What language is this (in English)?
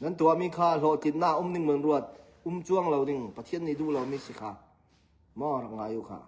Hakha Chin